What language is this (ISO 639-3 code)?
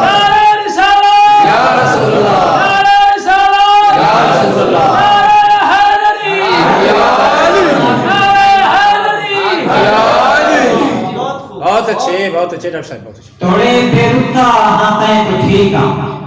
skr